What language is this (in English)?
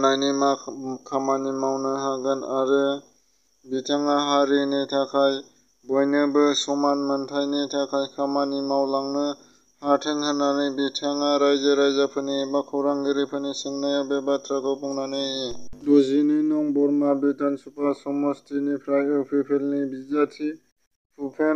Bodo